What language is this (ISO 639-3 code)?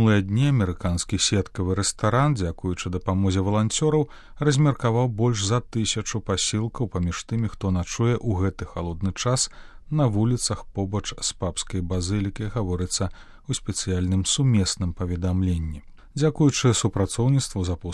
bel